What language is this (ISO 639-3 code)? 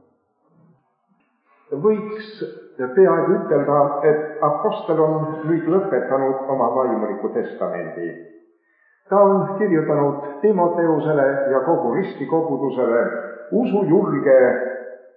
est